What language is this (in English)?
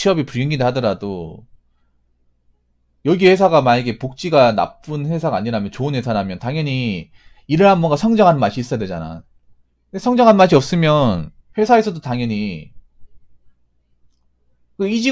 Korean